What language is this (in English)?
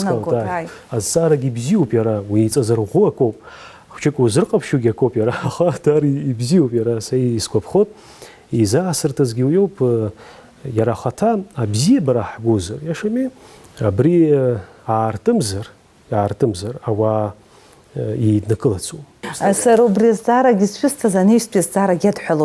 Abkhazian